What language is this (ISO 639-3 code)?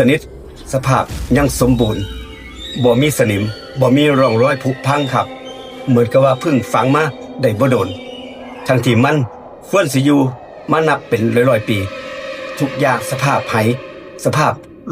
tts